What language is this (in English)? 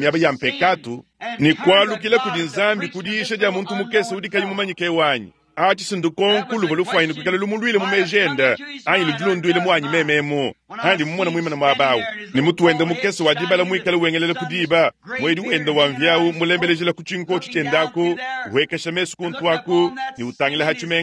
Luba-Lulua